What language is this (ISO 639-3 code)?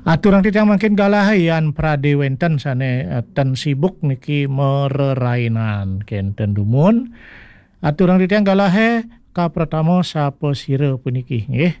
ban